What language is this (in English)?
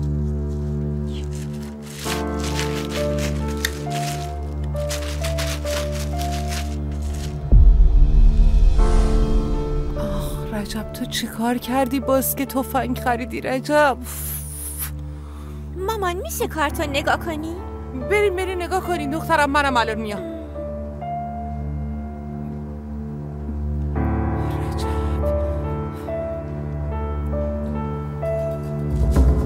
Persian